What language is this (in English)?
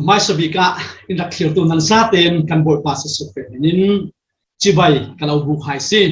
Falam Chin